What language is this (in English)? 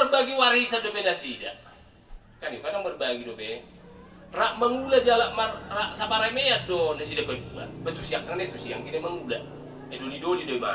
Batak Toba